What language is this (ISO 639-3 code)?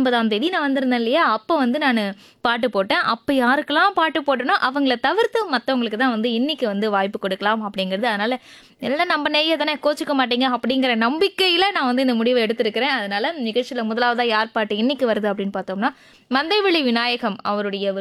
tam